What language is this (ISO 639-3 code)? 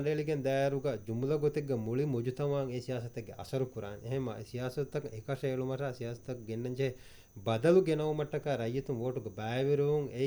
div